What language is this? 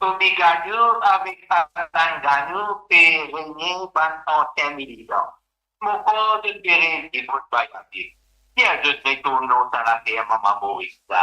Morisyen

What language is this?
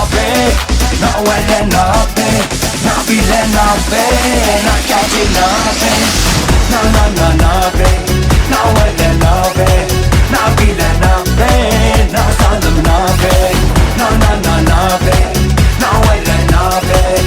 Tem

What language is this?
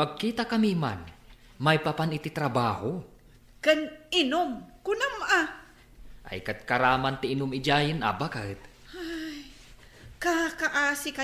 Iloko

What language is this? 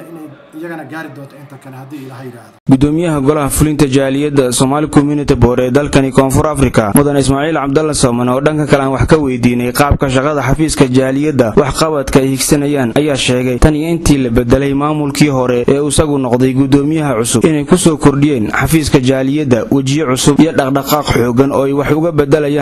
Somali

